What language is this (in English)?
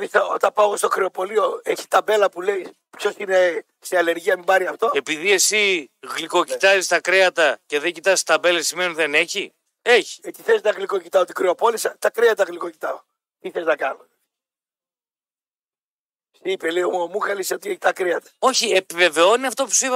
Greek